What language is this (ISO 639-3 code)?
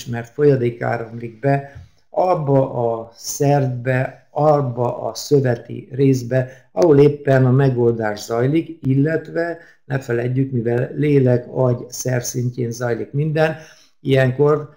hun